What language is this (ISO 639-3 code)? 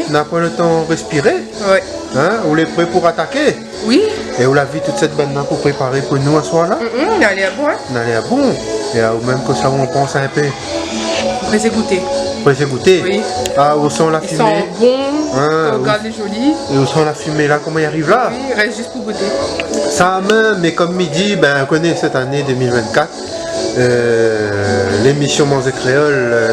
rcf